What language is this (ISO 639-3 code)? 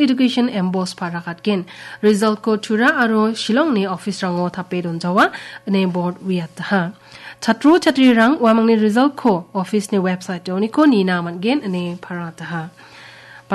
grt